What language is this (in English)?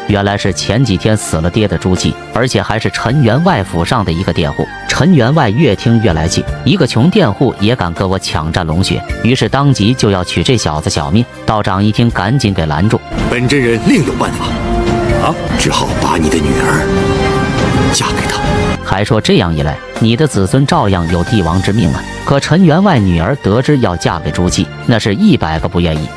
Chinese